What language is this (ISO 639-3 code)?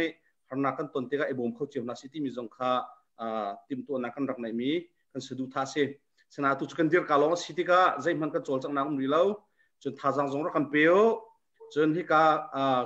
cnh